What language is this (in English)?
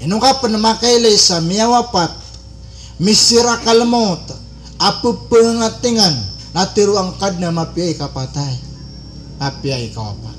Maranao